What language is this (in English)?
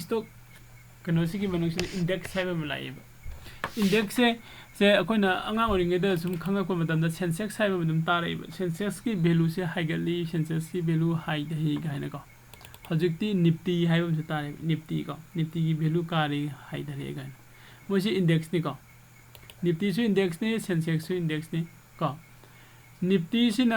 Manipuri